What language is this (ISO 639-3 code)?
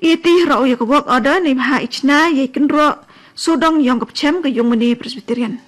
kha